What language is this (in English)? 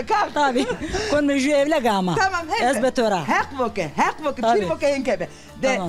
Zaza